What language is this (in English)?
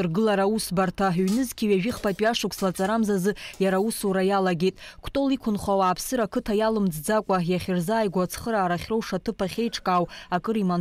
Abkhazian